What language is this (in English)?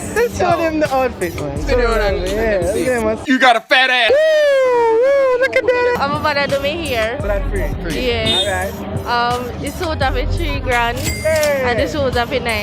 Jamaican Creole English